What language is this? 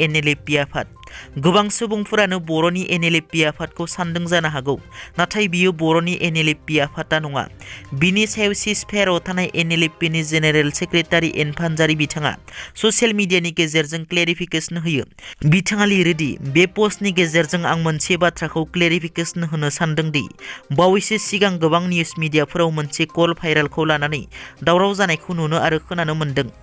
Bodo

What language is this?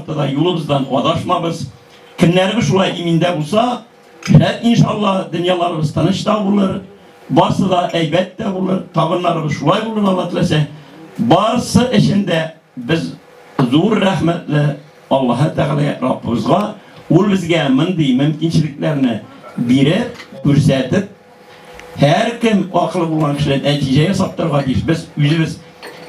Tatar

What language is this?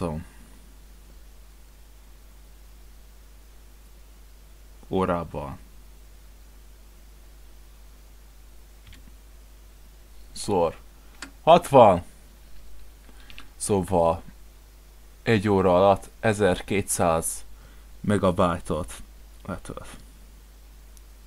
Hungarian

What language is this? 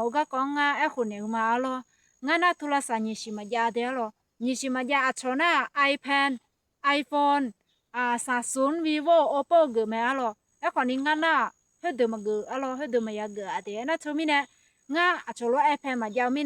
Akha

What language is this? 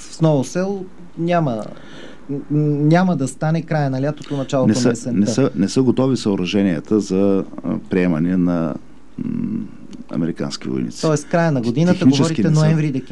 Bulgarian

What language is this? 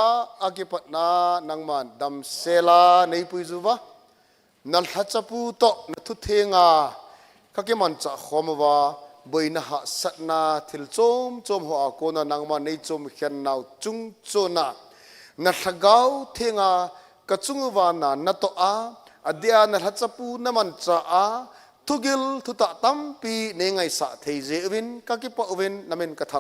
Thado Chin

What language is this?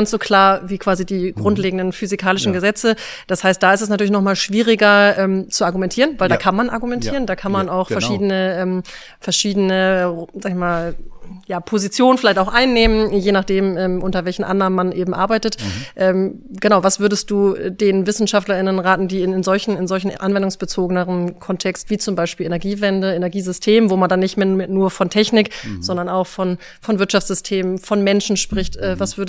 German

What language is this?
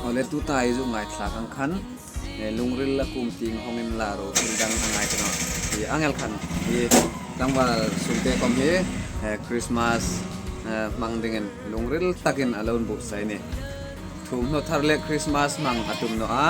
Hmar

